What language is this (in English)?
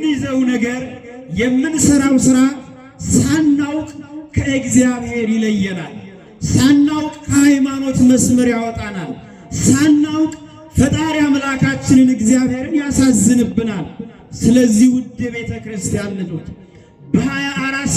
Amharic